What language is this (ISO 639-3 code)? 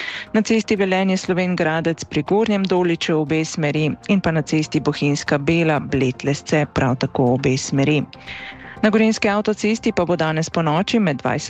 slv